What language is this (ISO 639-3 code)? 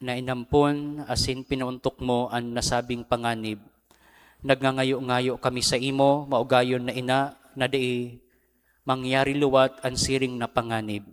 bik